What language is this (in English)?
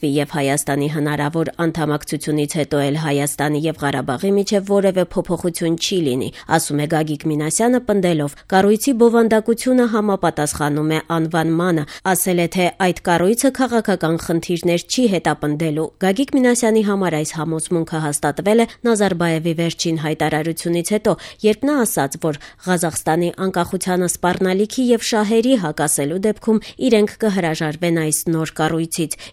Armenian